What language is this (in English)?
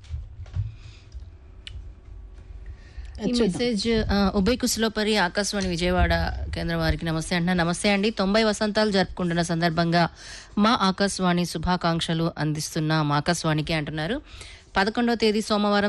Telugu